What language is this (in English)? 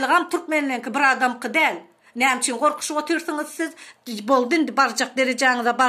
Turkmen